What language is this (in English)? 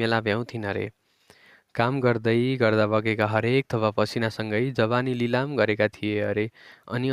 Nepali